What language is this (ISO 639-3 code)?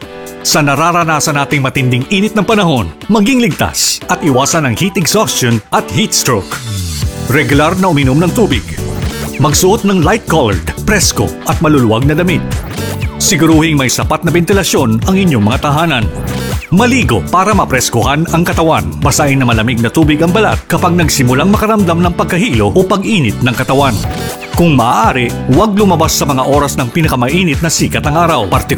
fil